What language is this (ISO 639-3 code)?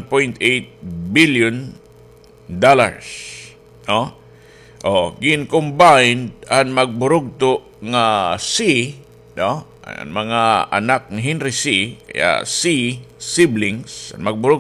war